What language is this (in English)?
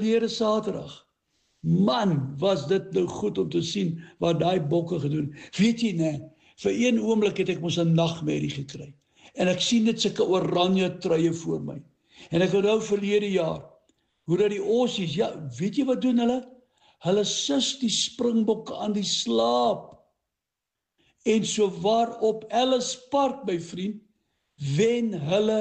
Afrikaans